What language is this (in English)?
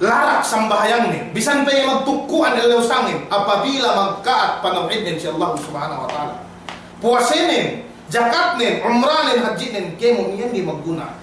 Yakan